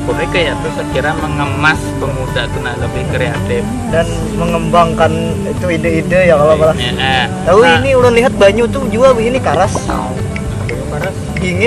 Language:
Banjar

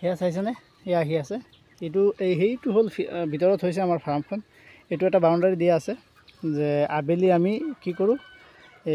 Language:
Assamese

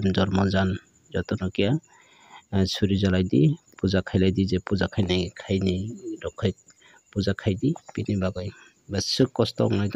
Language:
Kok Borok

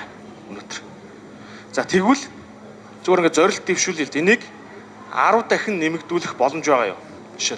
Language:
Mongolian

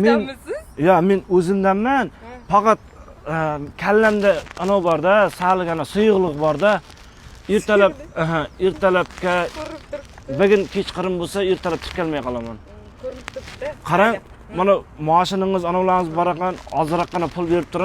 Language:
Uzbek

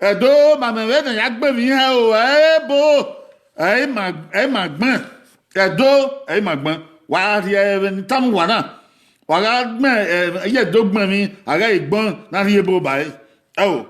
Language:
Bini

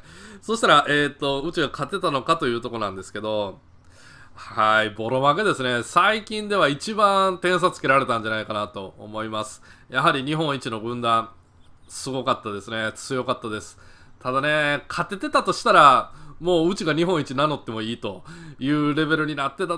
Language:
Japanese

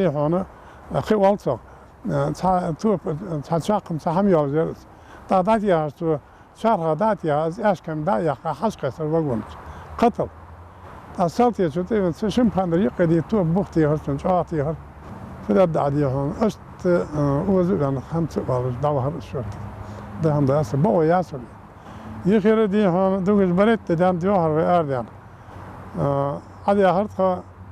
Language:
Ingush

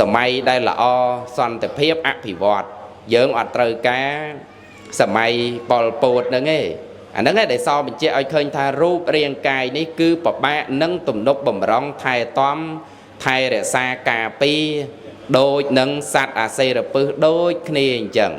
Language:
Khmer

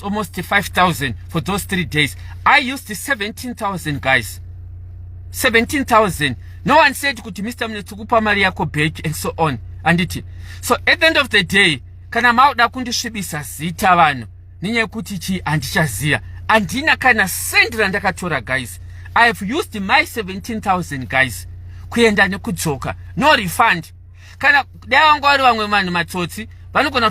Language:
Shona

